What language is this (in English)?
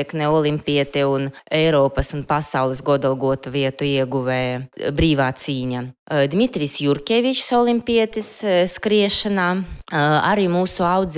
Latvian